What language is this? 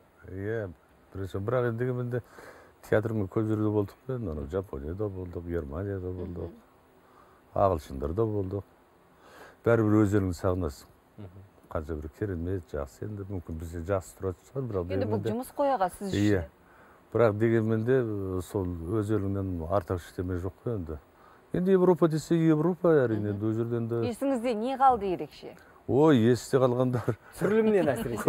Kazakh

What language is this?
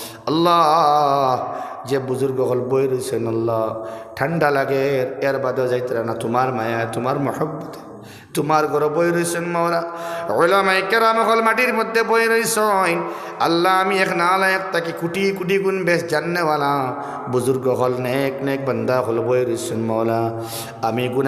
Sylheti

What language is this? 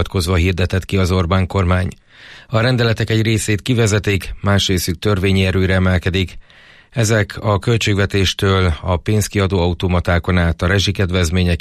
Hungarian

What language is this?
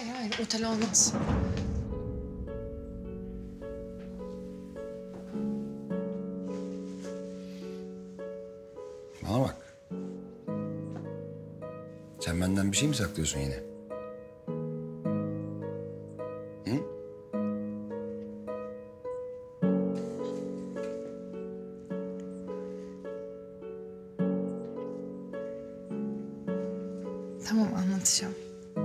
Turkish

